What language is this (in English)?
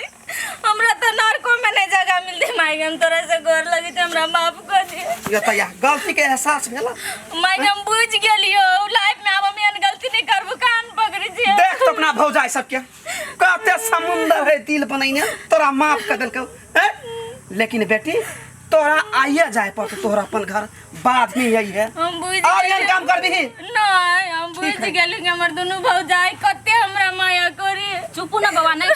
Maithili